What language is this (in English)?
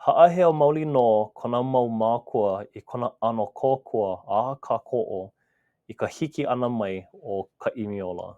Hawaiian